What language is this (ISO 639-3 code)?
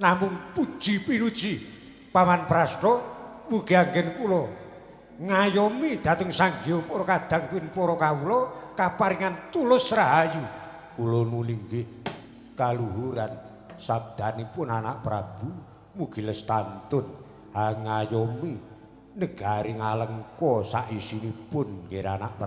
jav